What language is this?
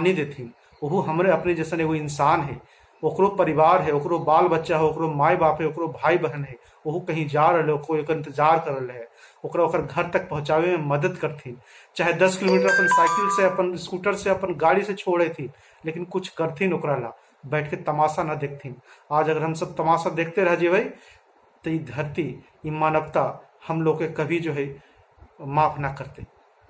Magahi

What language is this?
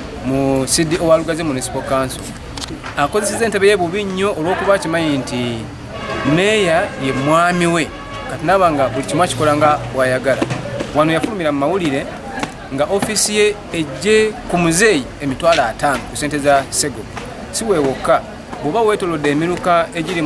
Ganda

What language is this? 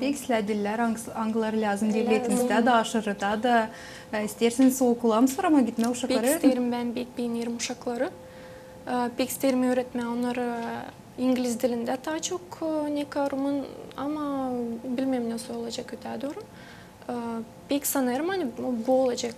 Gagauz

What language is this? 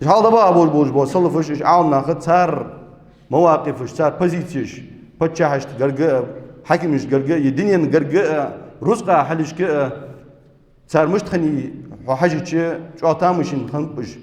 Ingush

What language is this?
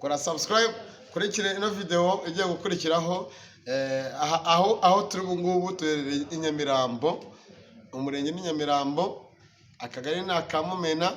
Kinyarwanda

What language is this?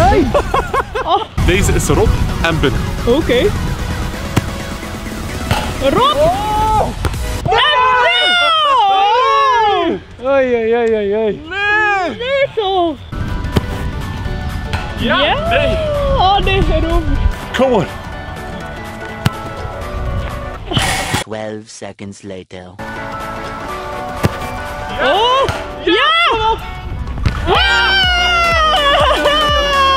Dutch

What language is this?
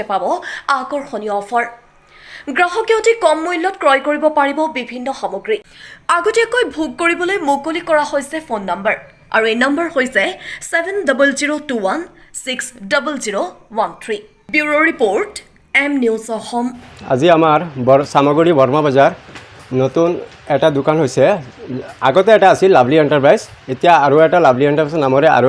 Assamese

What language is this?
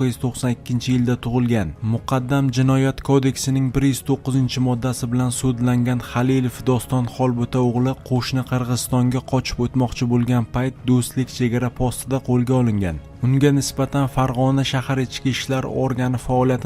Uzbek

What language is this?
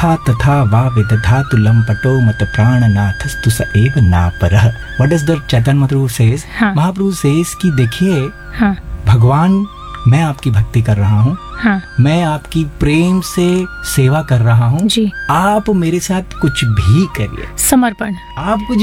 Hindi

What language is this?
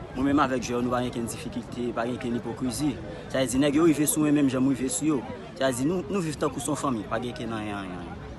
Haitian Creole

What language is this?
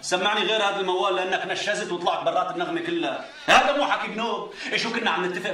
North Levantine Arabic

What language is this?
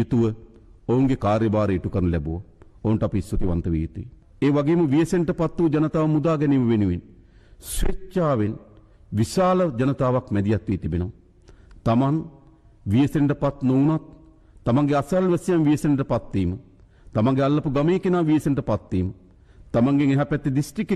Sinhala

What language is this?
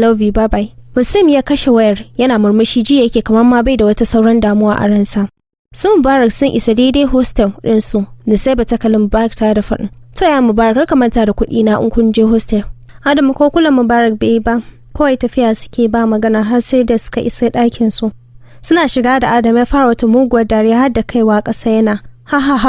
Hausa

